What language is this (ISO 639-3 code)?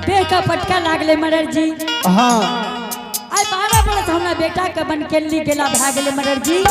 anp